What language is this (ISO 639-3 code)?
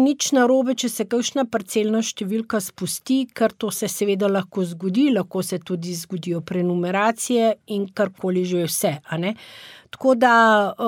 slv